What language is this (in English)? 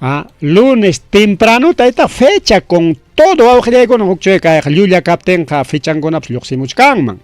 Ayacucho Quechua